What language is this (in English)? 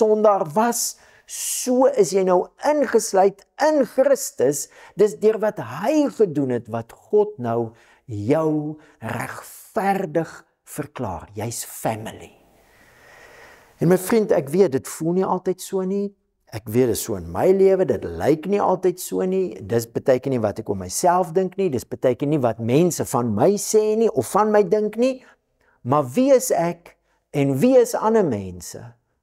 Afrikaans